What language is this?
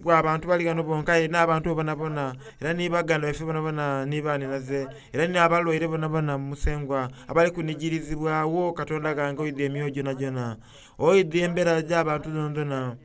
Soga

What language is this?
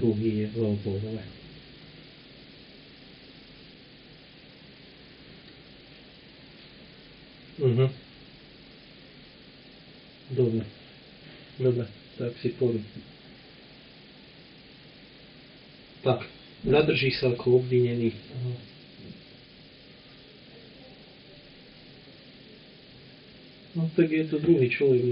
Slovak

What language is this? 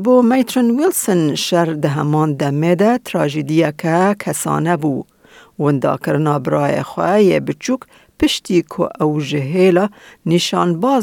Kurdish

